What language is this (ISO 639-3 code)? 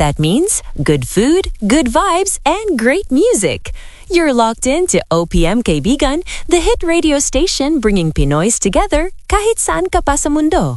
eng